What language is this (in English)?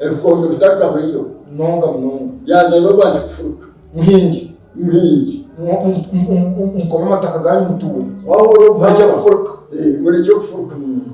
Nyankole